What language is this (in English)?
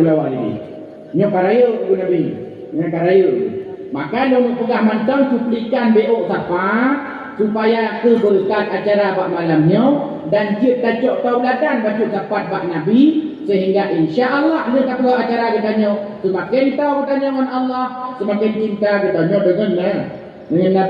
Achinese